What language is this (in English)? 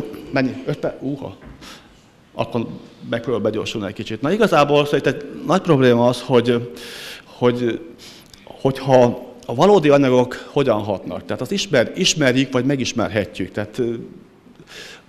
Hungarian